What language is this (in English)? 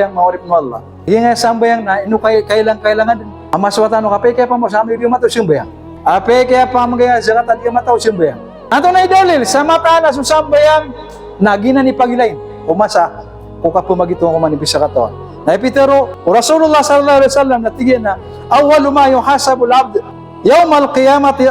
Maranao